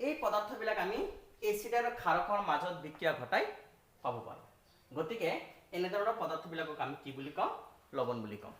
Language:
Assamese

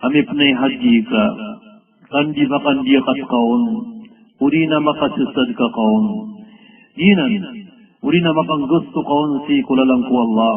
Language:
Maranao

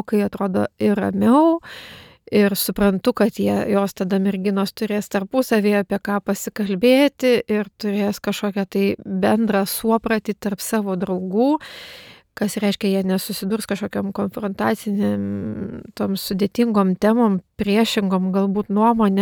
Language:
Lithuanian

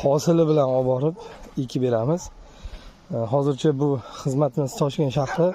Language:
Uzbek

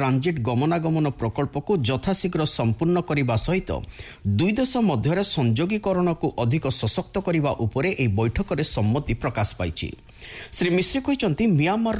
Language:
Odia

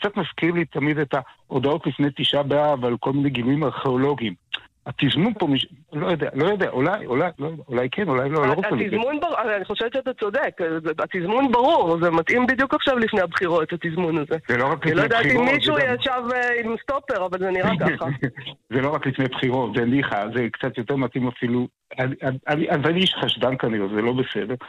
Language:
Hebrew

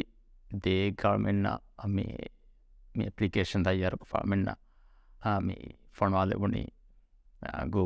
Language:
Divehi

